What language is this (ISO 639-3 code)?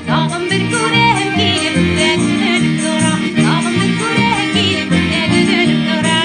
bak